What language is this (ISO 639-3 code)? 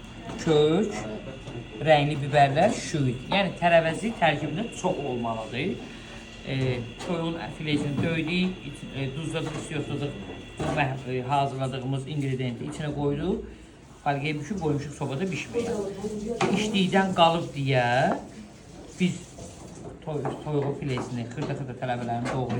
aze